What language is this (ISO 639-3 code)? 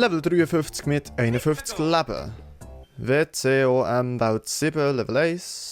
gsw